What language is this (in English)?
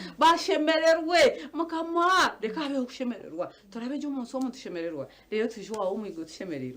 Nyankole